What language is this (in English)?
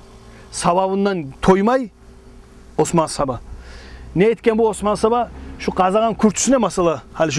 Kumyk